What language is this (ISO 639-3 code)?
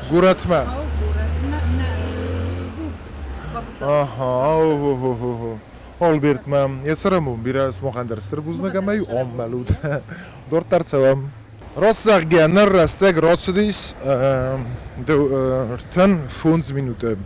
oss